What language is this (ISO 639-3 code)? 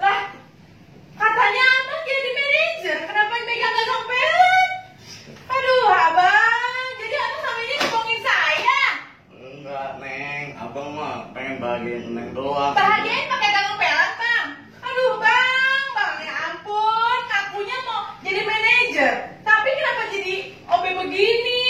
bew